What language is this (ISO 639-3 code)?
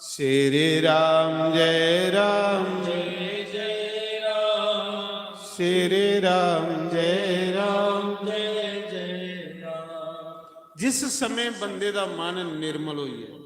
doi